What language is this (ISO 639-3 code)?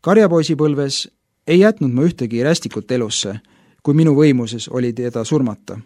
est